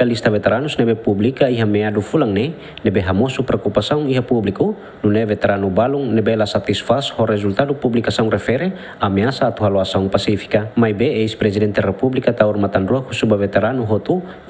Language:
Tetum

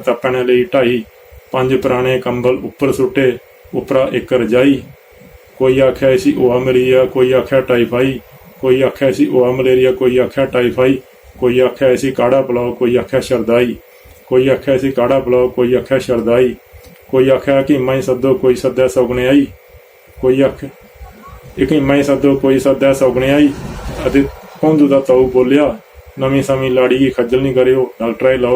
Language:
Dogri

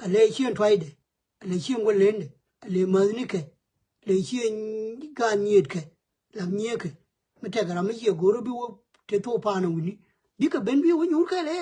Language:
Nuer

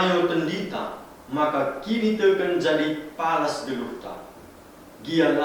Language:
Batak Karo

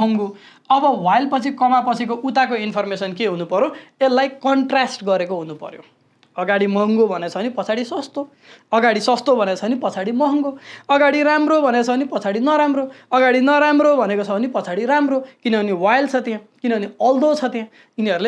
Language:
Nepali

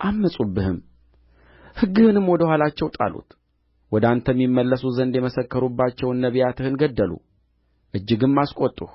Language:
Amharic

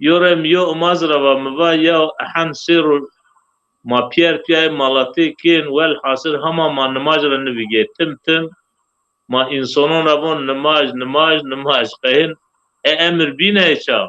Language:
Zaza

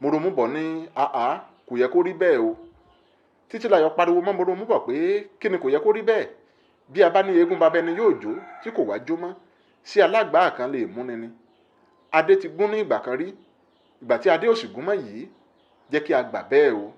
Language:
Yoruba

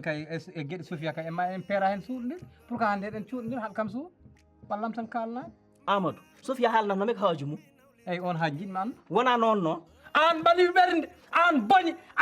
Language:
Fula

